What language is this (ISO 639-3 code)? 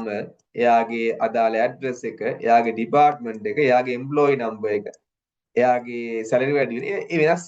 sin